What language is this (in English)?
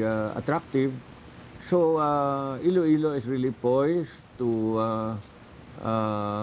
Hiligaynon